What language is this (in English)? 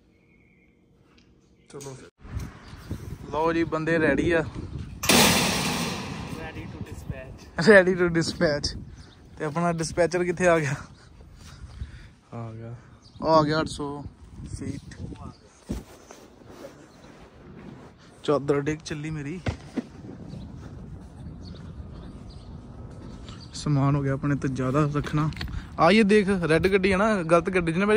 Punjabi